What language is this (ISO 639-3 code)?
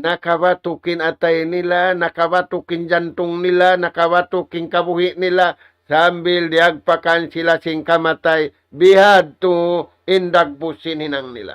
tsg